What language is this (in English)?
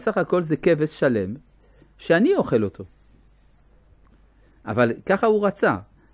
Hebrew